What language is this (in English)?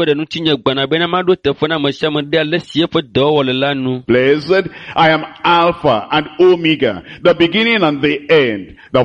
Ewe